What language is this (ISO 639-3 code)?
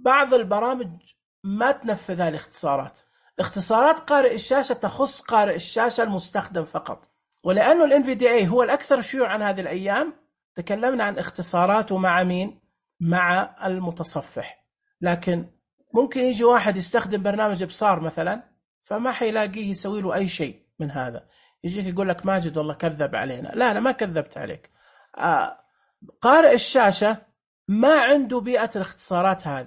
ars